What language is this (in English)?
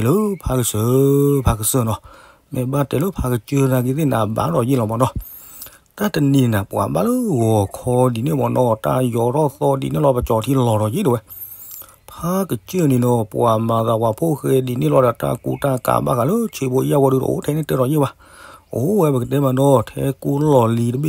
S'gaw Karen